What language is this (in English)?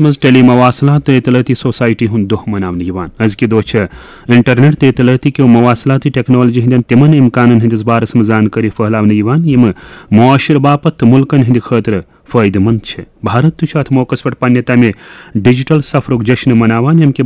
Kashmiri